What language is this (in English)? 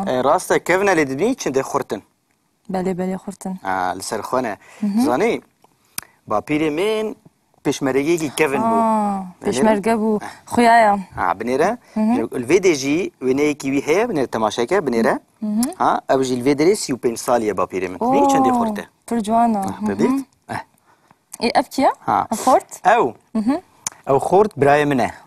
Kurdish